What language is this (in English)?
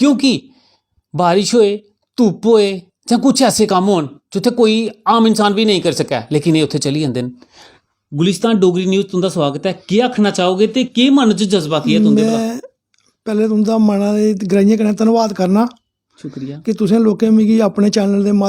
Dogri